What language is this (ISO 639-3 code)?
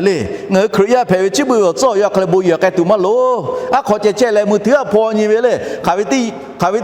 lhu